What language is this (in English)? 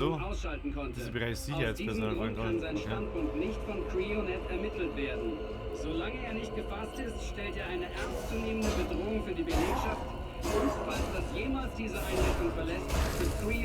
Bavarian